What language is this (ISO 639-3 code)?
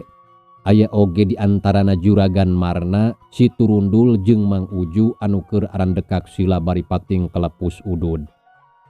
sun